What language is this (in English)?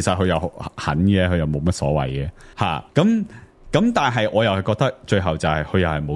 Cantonese